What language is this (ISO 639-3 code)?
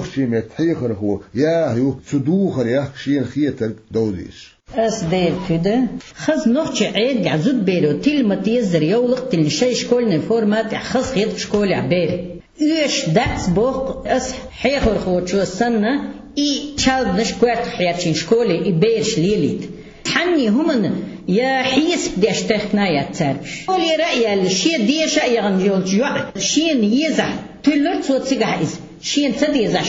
che